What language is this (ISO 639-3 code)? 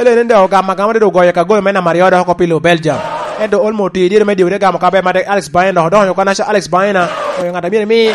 laj